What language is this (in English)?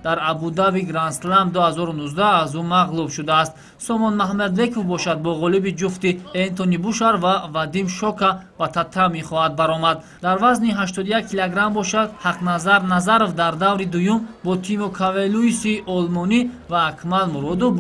Tajik